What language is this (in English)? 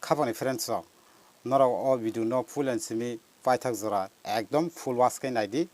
Kok Borok